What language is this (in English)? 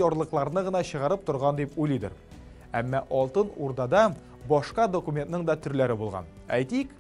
Tatar